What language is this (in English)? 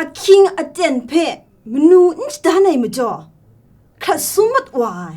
Kachin